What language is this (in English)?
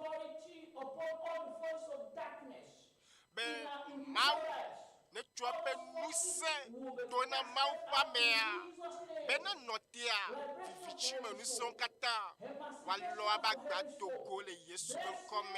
Ewe